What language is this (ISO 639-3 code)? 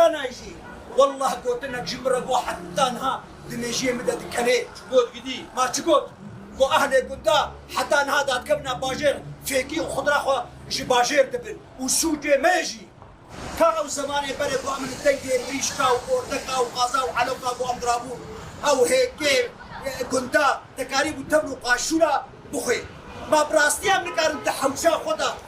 kur